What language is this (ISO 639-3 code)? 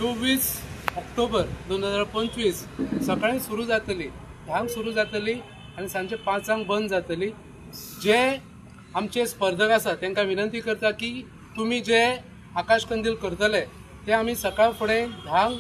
kok